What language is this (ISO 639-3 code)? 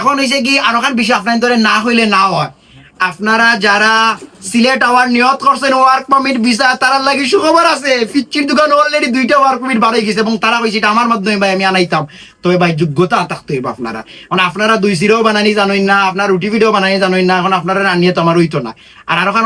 syl